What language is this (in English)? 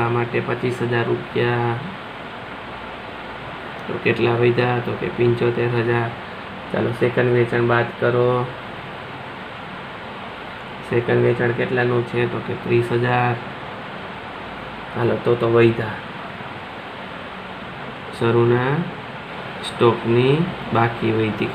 Gujarati